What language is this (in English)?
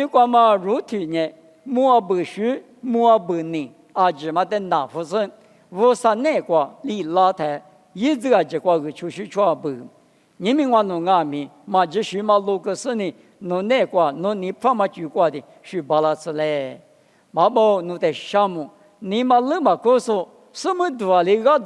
Lisu